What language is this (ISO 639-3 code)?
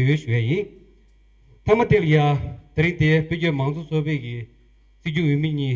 bod